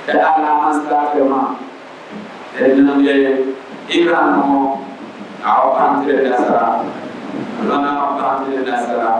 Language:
Dagbani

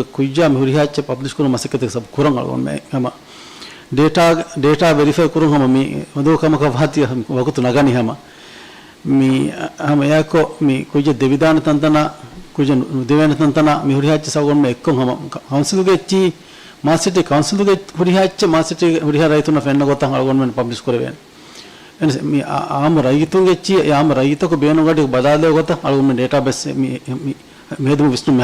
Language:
Divehi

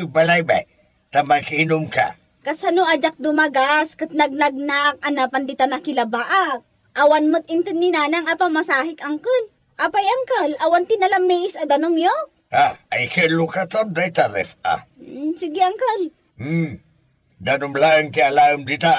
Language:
Iloko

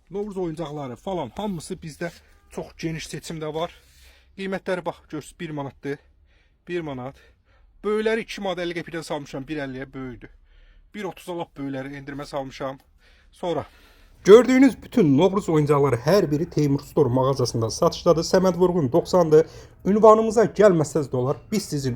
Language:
Azerbaijani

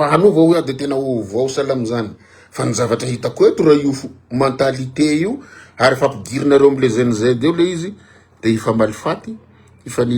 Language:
Malagasy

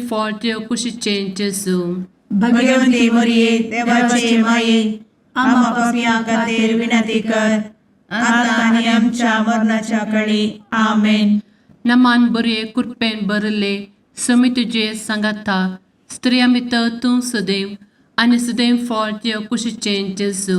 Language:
Konkani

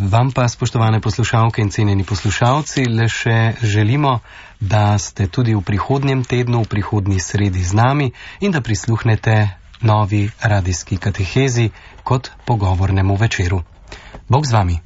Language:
Slovenian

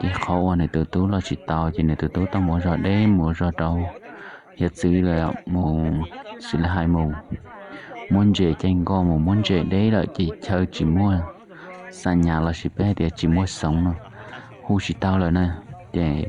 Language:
Hmong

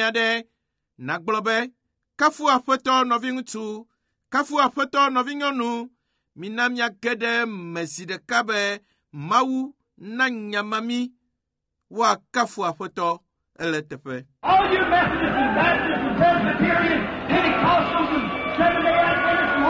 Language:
Ewe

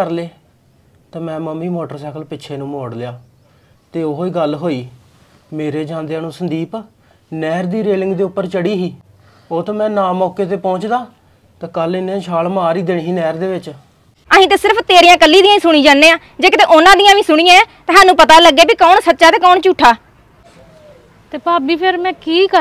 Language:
Punjabi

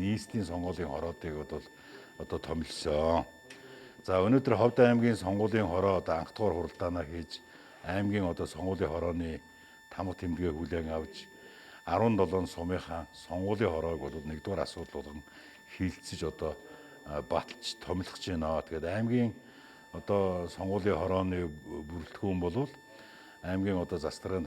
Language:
Mongolian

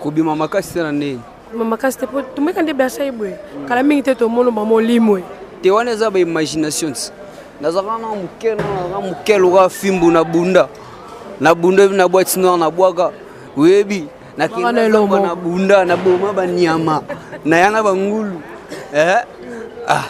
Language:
Lingala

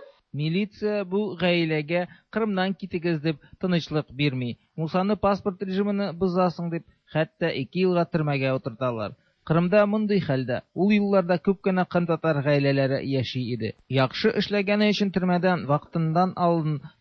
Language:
Tatar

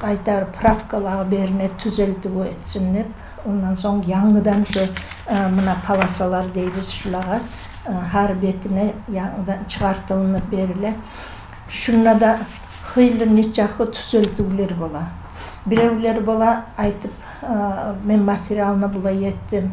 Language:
Kumyk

